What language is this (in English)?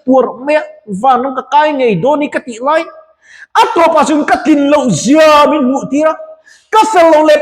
Mizo